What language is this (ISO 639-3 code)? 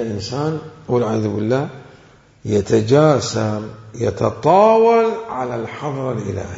acm